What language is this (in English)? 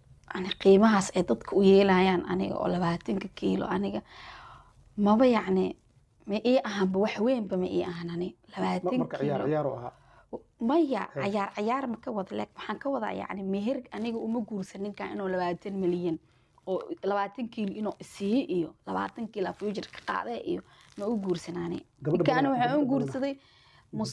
Somali